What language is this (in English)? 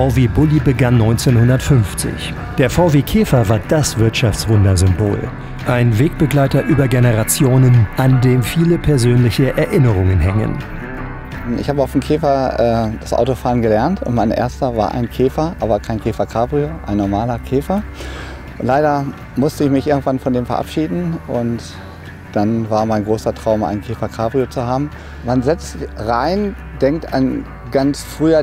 German